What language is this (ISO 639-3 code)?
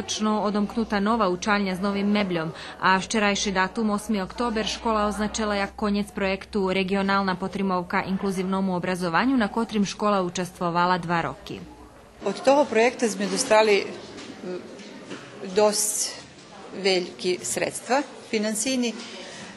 rue